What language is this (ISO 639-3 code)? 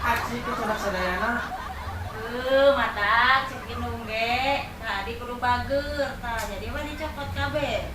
sun